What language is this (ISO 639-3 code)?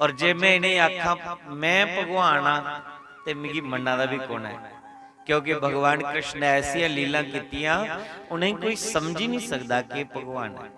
doi